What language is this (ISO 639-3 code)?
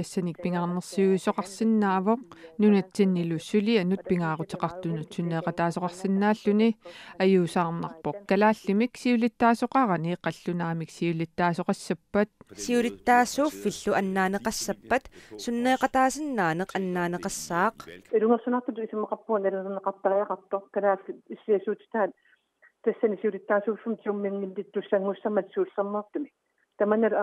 kal